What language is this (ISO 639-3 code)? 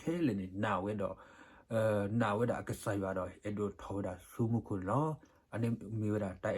ksw